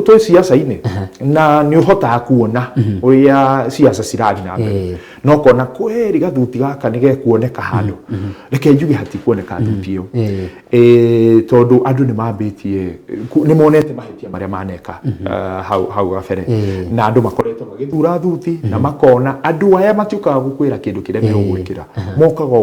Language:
Kikuyu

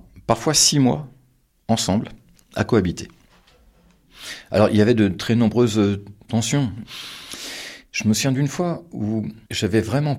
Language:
French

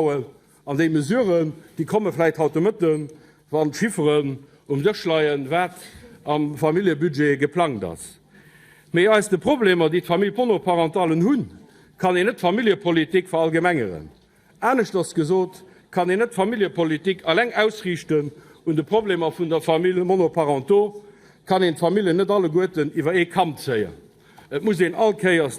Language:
Luxembourgish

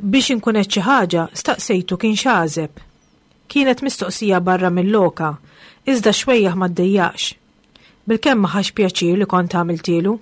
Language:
Maltese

